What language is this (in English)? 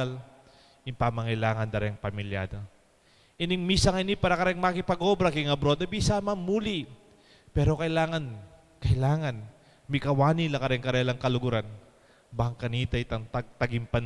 Pampanga